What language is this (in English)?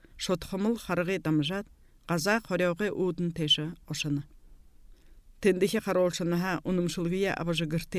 Buriat